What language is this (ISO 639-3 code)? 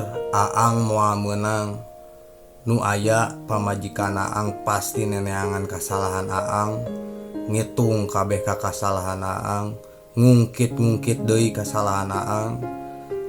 sun